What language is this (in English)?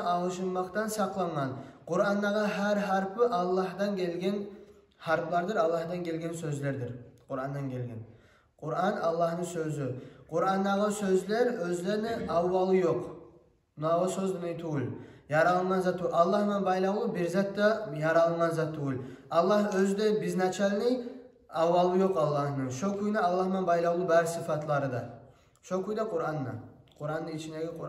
Kumyk